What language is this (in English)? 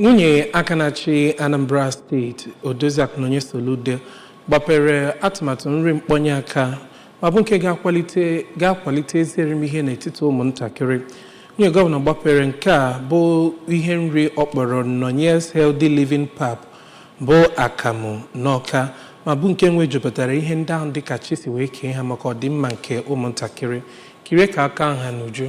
Igbo